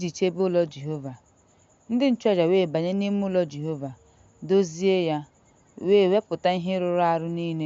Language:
Igbo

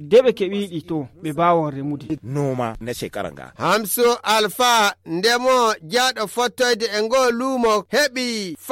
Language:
Fula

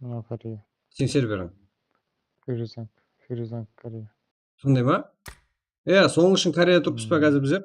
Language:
Kara-Kalpak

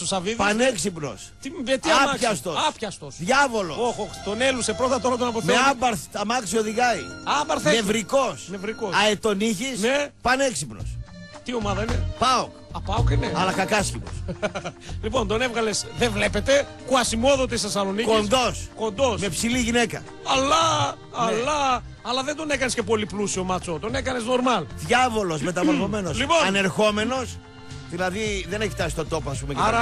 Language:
Greek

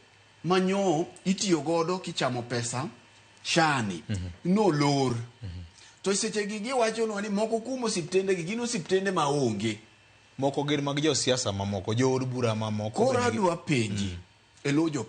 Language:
Luo (Kenya and Tanzania)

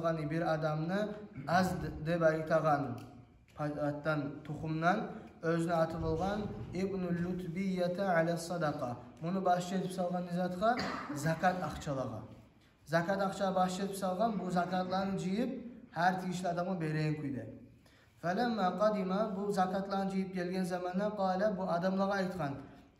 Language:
Kumyk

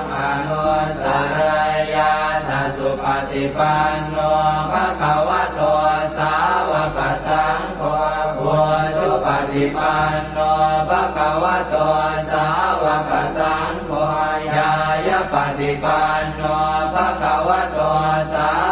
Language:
Pali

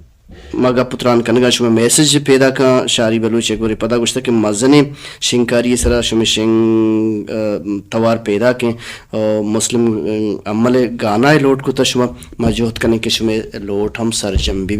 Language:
Baluchi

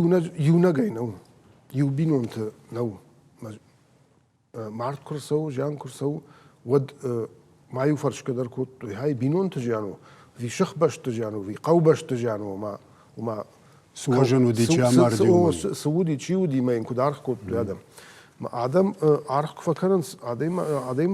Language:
Ossetic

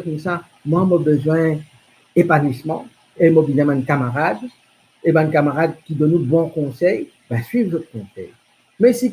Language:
Morisyen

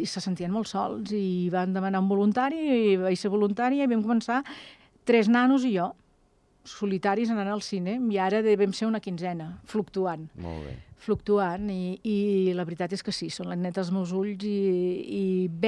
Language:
Catalan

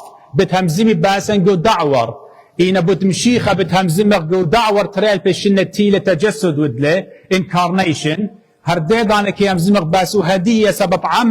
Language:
Assyrian Neo-Aramaic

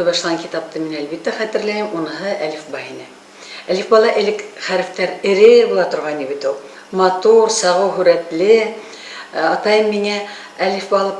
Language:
Bashkir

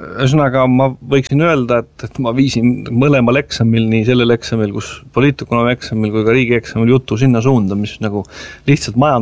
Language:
Estonian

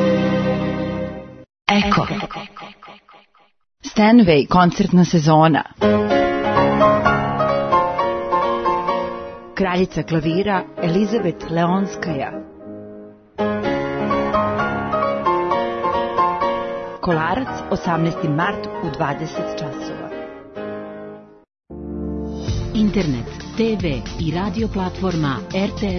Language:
Serbian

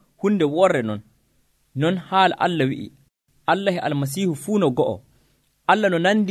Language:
Nigerian Fulfulde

